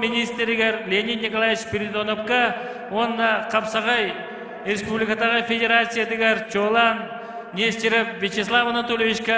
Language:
Yakut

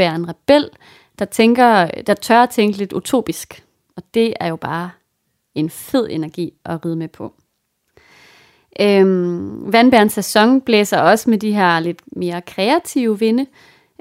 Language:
Danish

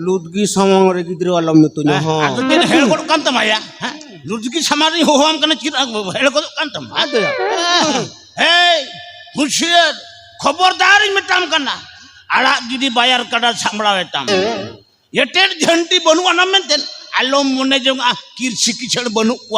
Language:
Santali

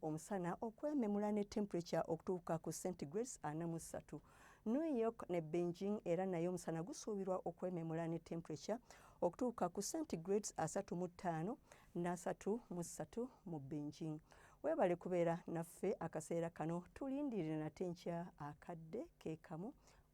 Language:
Ganda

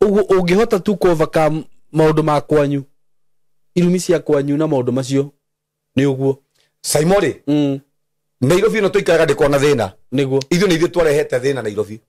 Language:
Kikuyu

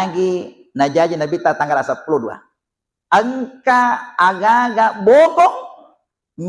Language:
Buginese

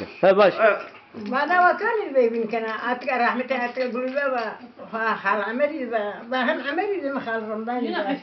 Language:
Zaza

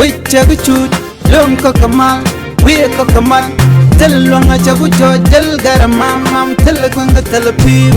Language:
Nuer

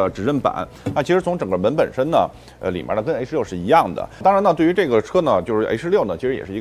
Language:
Chinese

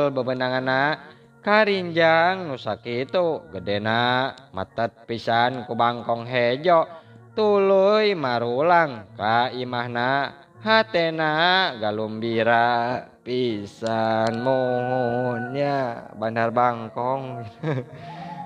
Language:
Sundanese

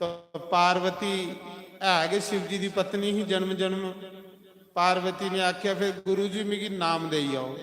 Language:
Dogri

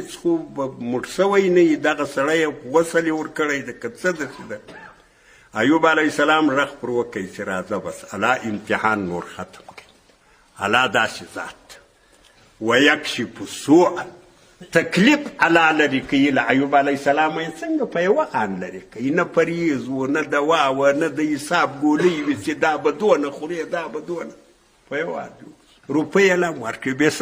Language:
Pashto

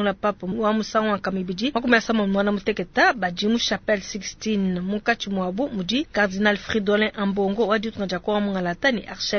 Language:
Luba-Lulua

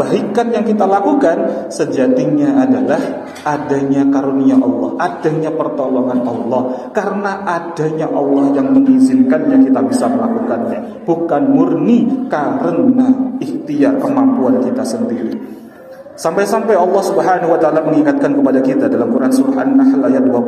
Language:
Indonesian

